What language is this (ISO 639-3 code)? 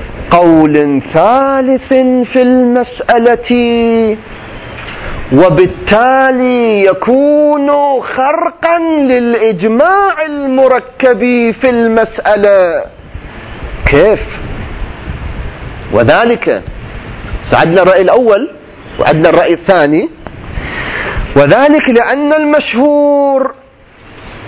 ara